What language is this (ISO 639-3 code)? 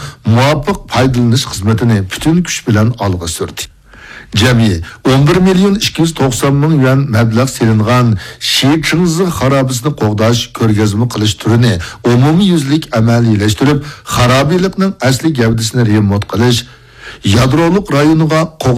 uig